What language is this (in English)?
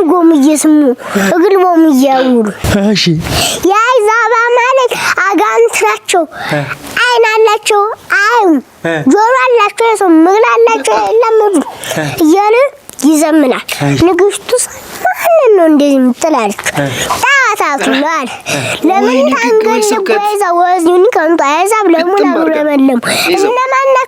Amharic